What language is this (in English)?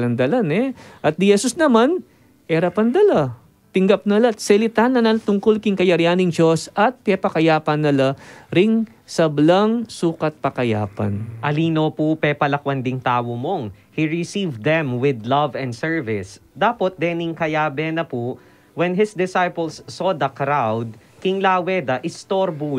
Pampanga